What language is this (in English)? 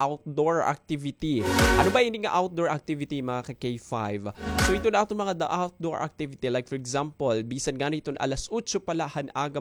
Waray